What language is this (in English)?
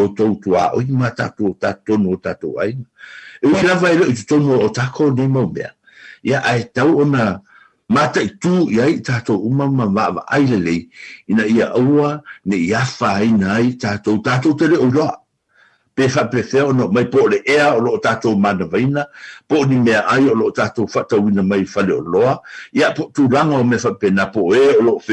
Samoan